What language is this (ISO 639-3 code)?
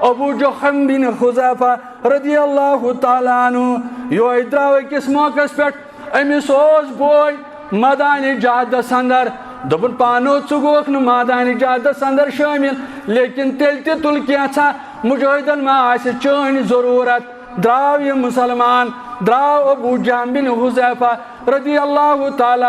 kas